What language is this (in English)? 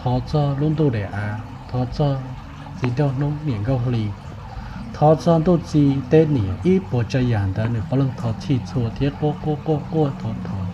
Hmong